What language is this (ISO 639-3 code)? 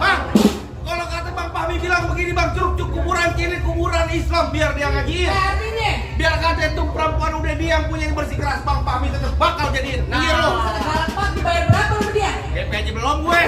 bew